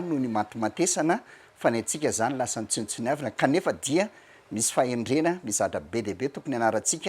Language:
Malagasy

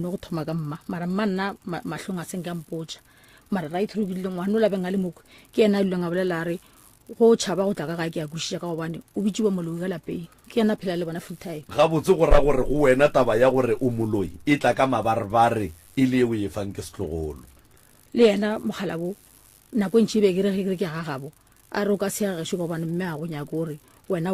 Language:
Northern Sotho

